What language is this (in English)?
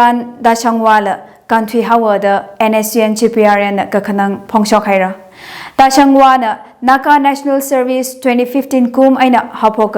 Tangkhul Naga (India)